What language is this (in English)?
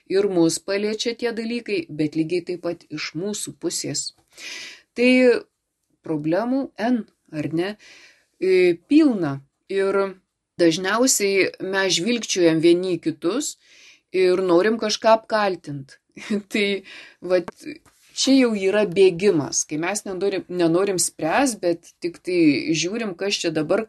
Lithuanian